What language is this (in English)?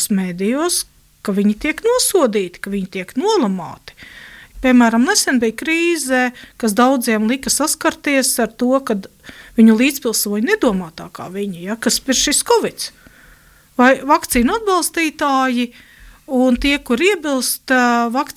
Latvian